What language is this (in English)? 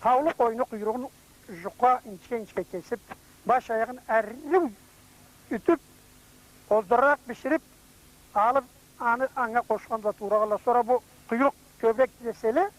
Karachay-Balkar